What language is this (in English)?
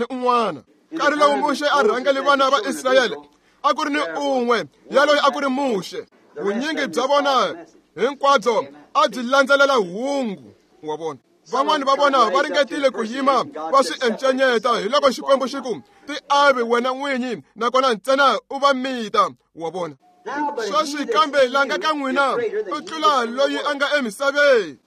Tsonga